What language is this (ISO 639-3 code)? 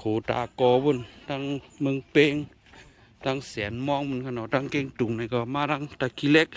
shn